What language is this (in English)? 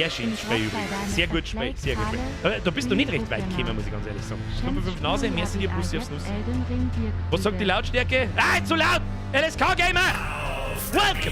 Bavarian